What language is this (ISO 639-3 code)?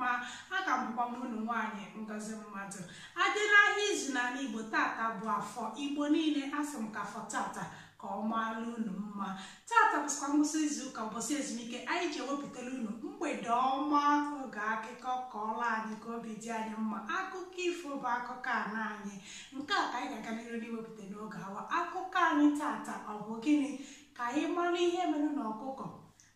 ibo